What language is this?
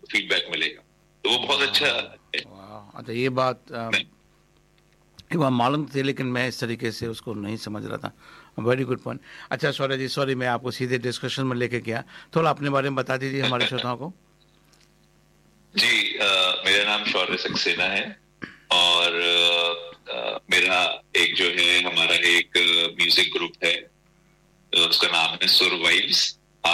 Hindi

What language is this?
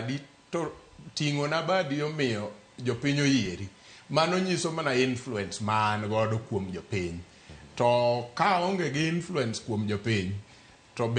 Luo (Kenya and Tanzania)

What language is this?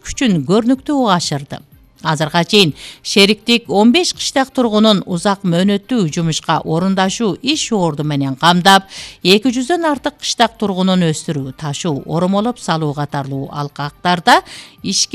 Kyrgyz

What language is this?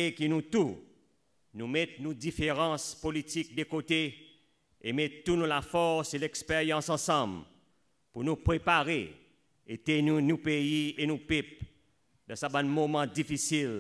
Seselwa Creole French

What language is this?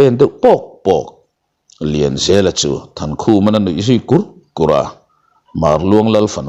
Mizo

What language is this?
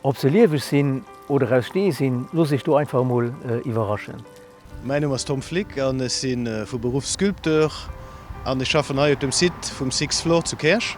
Luxembourgish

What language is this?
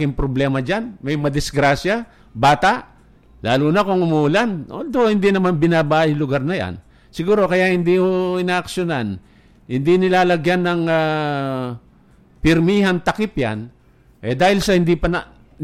Filipino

